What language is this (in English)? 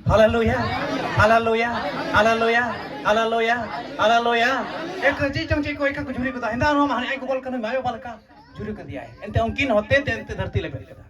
Santali